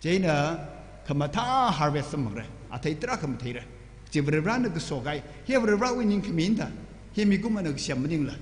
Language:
Tangkhul Naga (India)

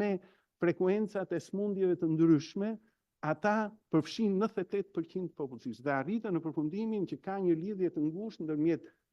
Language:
Albanian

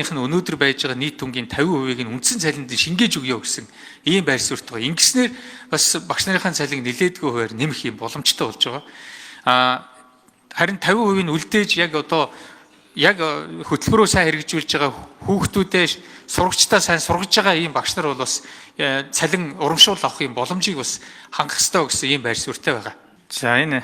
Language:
Mongolian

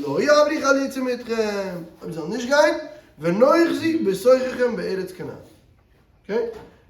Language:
Yiddish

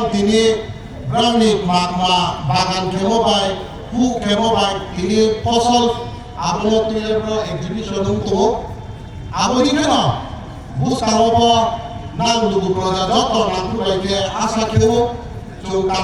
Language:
Riang (India)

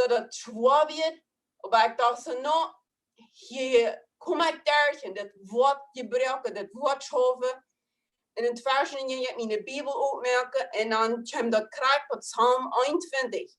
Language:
Plautdietsch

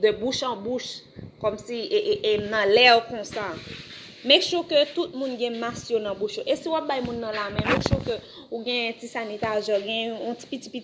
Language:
Haitian Creole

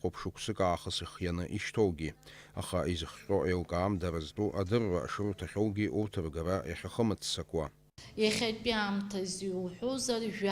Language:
Abkhazian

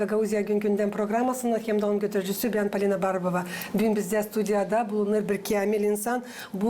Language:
Gagauz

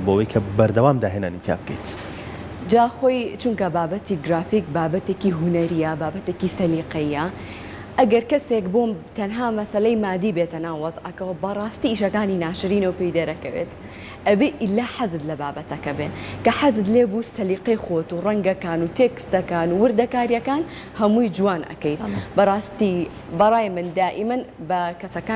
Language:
Central Kurdish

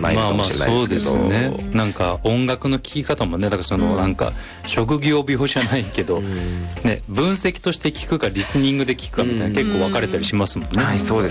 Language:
Japanese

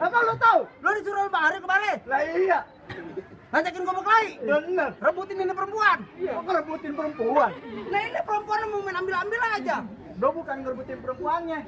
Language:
Betawi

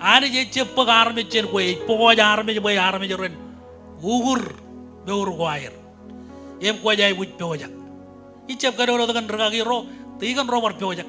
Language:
Marshallese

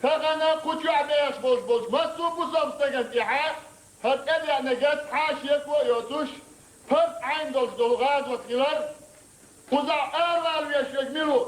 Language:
Chechen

